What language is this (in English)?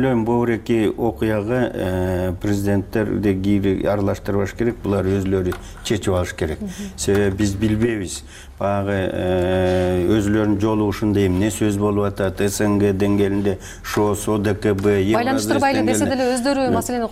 Kyrgyz